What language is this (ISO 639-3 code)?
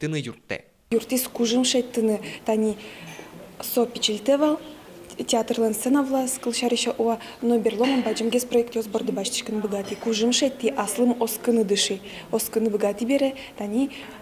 udm